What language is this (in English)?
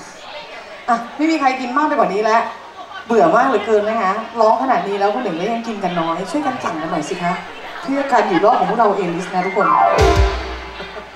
Thai